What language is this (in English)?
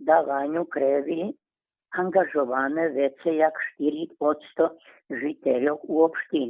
Rusyn